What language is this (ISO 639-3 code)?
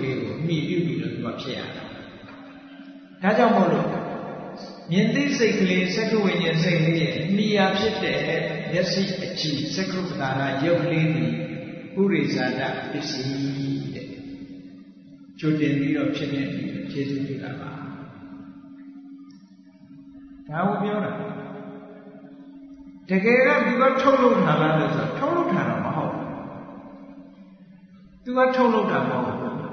mya